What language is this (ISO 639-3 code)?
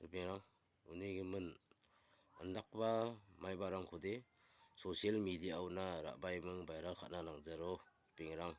grt